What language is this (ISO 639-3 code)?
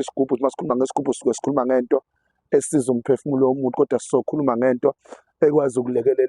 zul